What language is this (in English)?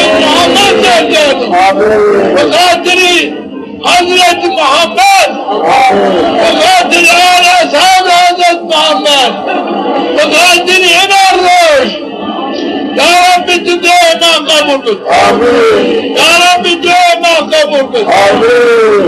Zaza